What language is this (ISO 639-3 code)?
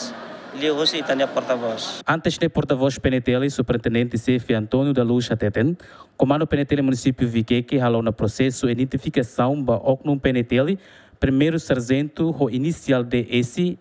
tet